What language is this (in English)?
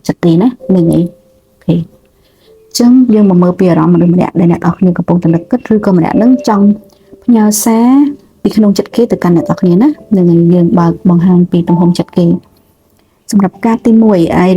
Khmer